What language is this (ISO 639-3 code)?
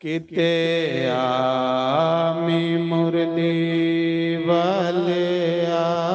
doi